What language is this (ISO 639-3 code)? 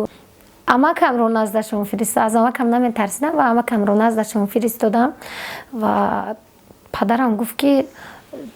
tgk